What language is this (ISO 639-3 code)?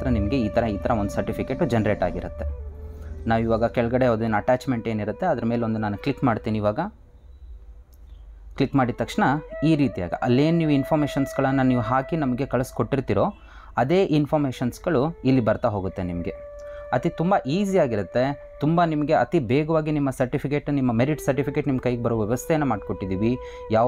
kan